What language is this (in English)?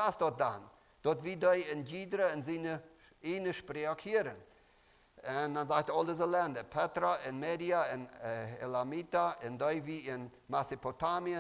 Plautdietsch